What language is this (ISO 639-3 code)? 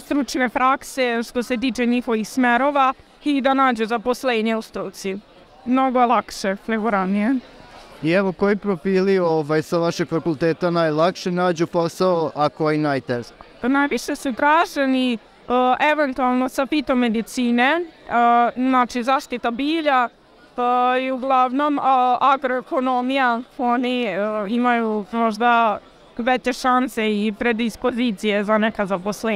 srp